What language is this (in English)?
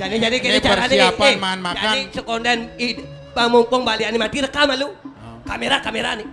Balinese